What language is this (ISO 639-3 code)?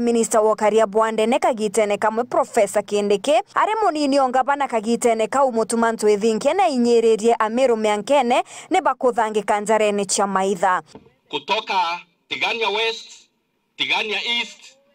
mer